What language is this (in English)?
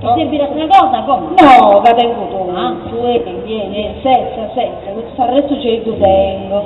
Sardinian